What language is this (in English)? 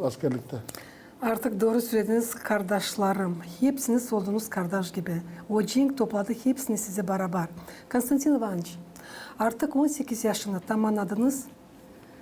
Gagauz